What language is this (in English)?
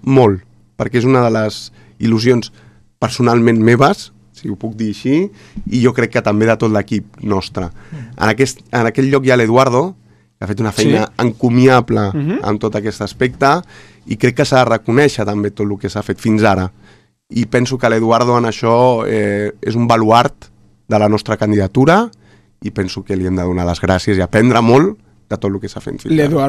Catalan